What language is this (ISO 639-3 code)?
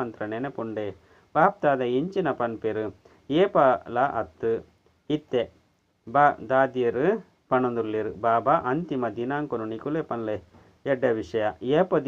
tcy